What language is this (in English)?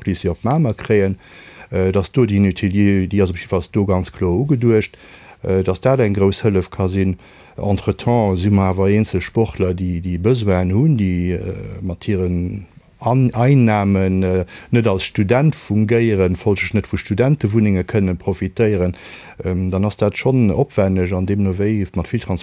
Luxembourgish